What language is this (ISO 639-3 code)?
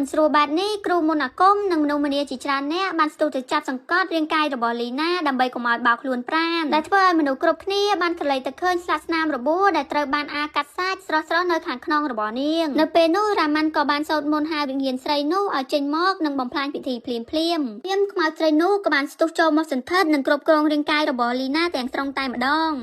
khm